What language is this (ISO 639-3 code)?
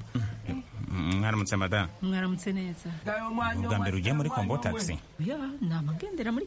kin